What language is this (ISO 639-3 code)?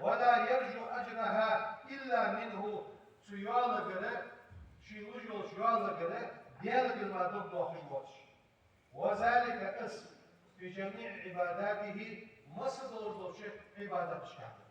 inh